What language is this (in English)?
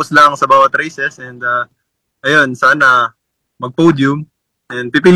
Filipino